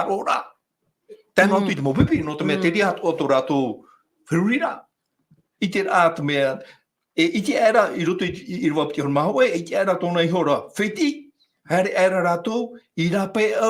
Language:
Tahitian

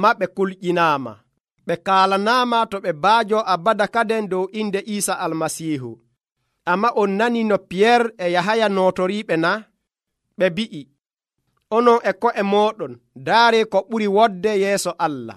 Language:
Nigerian Fulfulde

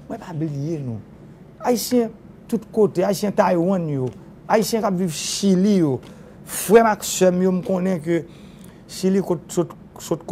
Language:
Haitian Creole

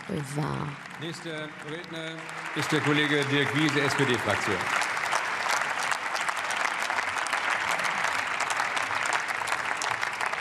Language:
German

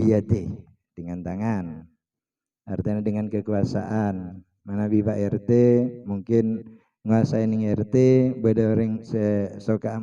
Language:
Madurese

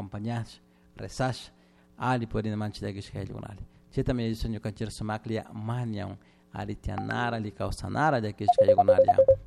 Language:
Chimborazo Highland Quichua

